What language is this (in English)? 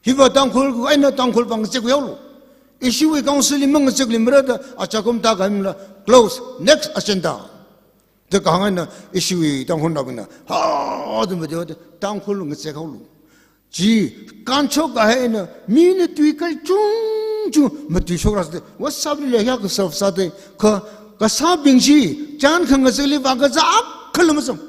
Tangkhul Naga (India)